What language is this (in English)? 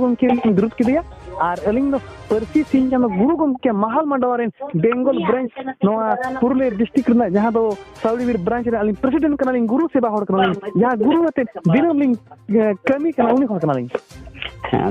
Santali